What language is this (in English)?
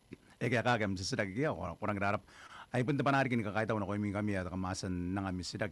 Gilbertese